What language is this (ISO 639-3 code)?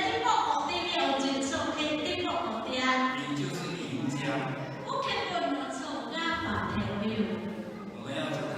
lhu